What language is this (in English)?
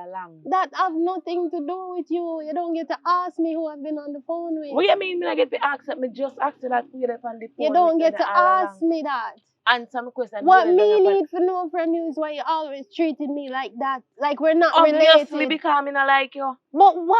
Jamaican Creole English